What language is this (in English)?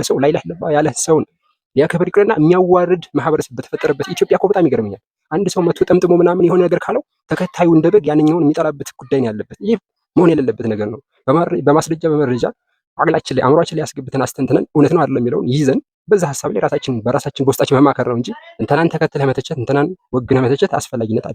Amharic